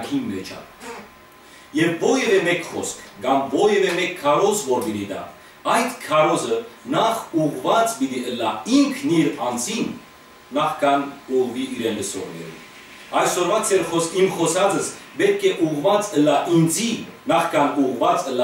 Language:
Western Armenian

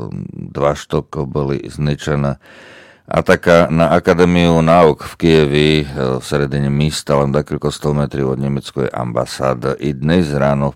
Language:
Slovak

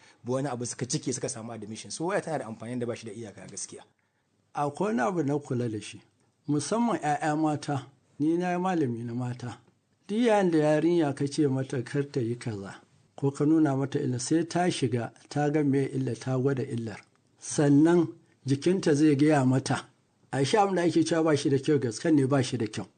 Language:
Hausa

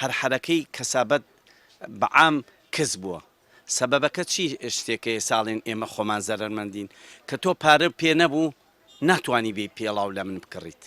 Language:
Central Kurdish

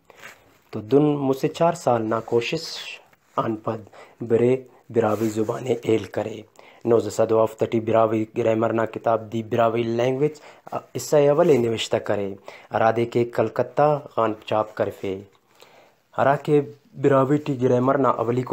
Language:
Brahui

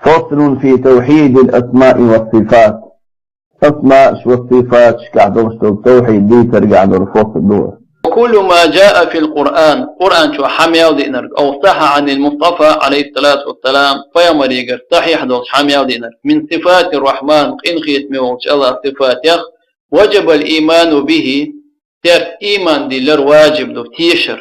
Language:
Chechen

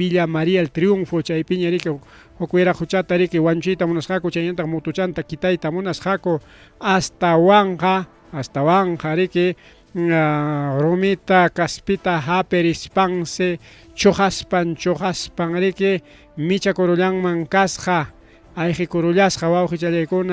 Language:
Ayacucho Quechua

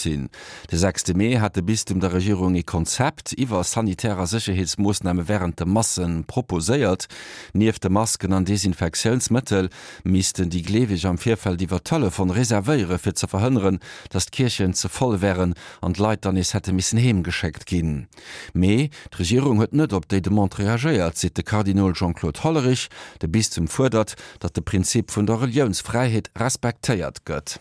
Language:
Luxembourgish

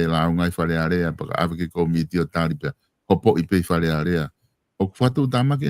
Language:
Tongan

